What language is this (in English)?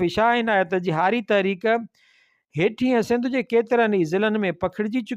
Sindhi